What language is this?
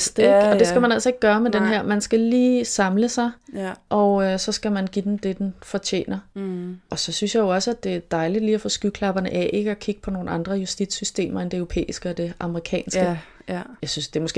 Danish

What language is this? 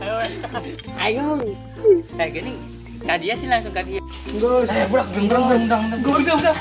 Sundanese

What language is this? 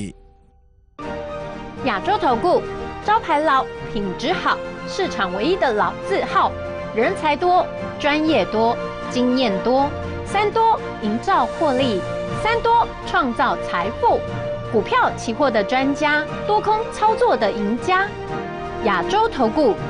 Chinese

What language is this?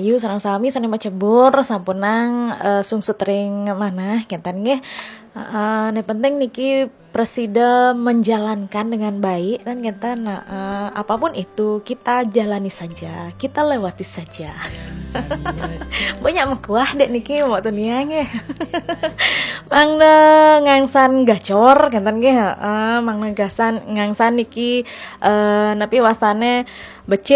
Balinese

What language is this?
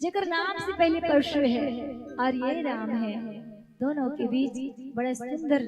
Chhattisgarhi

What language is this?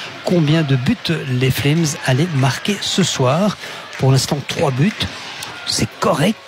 French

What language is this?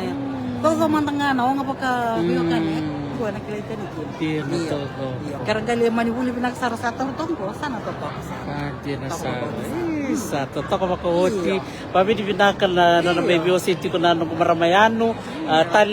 Fijian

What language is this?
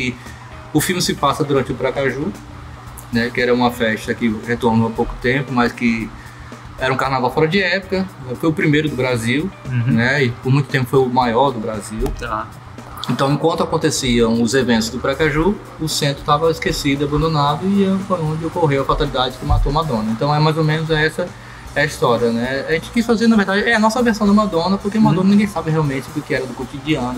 Portuguese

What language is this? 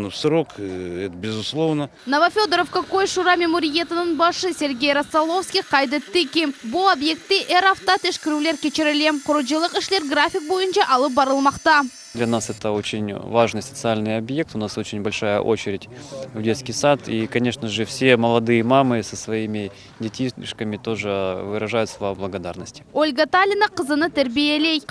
Crimean Tatar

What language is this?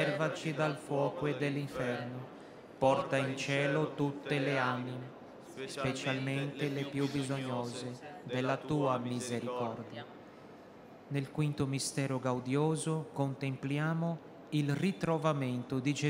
Italian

